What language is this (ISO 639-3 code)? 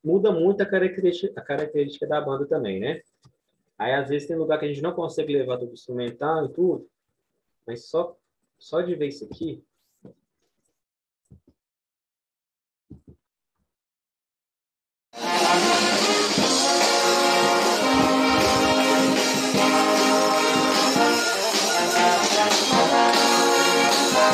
por